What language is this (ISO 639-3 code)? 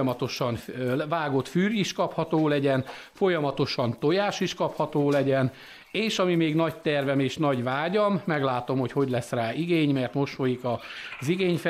hun